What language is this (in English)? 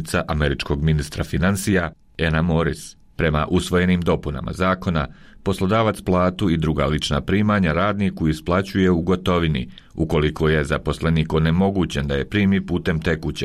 Bosnian